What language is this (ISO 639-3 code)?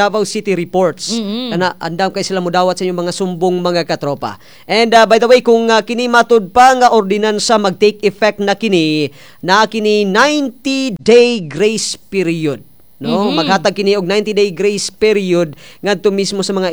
ceb